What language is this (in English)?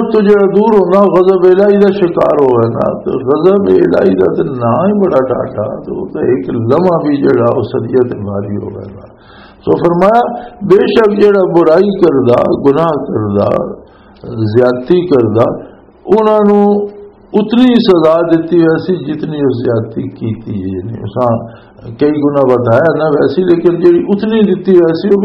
Western Panjabi